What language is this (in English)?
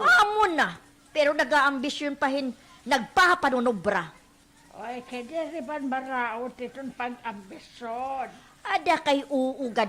Waray